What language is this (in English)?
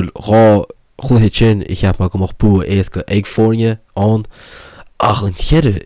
Irish